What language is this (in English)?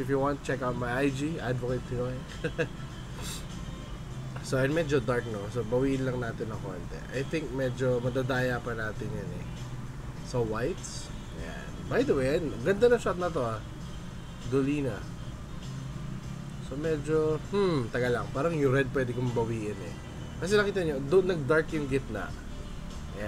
Filipino